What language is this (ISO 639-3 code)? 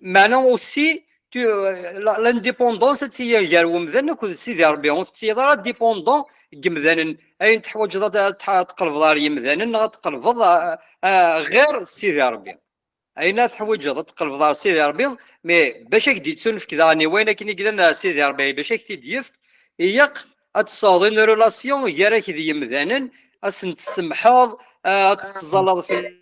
kab